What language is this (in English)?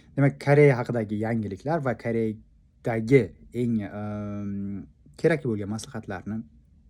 Uzbek